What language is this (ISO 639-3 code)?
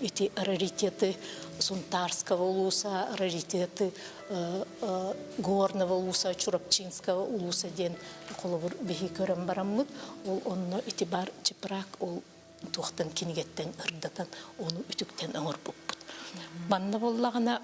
sah